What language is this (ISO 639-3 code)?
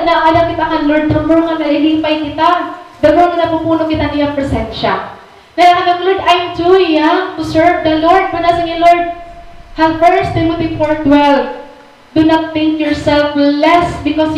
war